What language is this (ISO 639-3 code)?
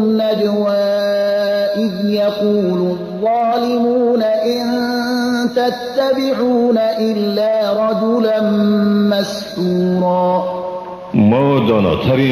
fas